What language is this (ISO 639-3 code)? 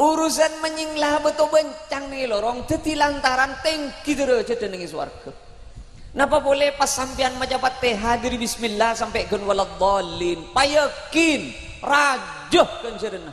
mad